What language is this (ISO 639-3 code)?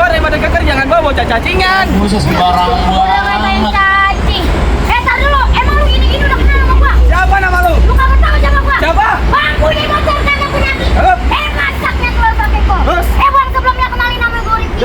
bew